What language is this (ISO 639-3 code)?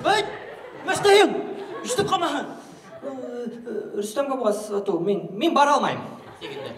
bak